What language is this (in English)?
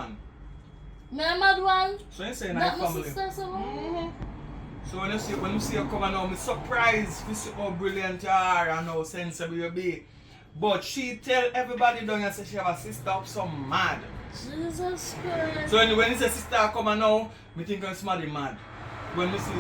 Jamaican Creole English